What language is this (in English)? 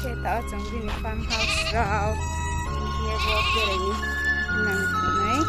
Riang (India)